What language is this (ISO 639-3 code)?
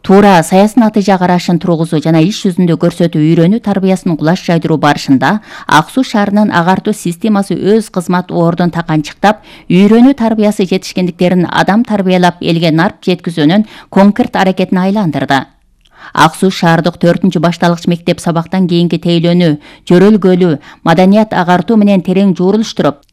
kir